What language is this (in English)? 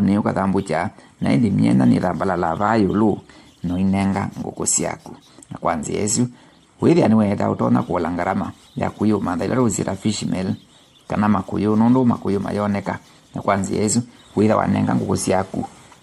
Kamba